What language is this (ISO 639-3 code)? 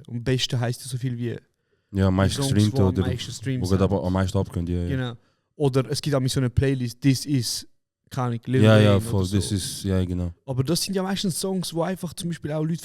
gsw